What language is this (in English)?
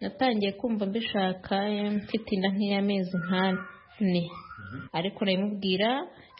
Kinyarwanda